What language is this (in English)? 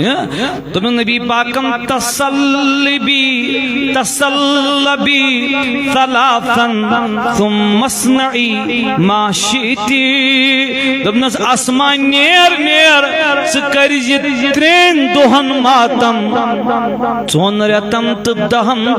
Kashmiri